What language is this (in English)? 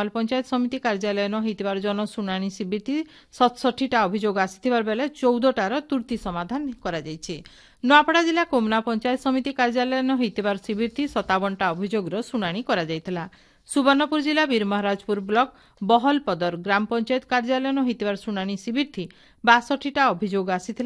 Odia